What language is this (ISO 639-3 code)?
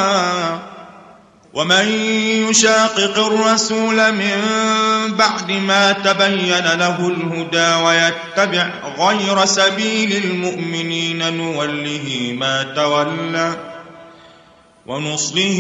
ara